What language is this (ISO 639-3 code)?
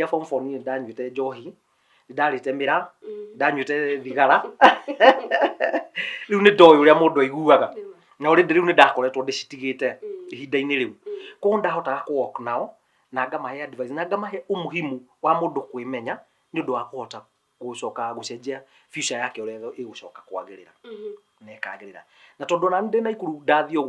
kik